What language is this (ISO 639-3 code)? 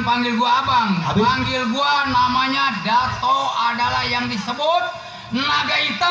bew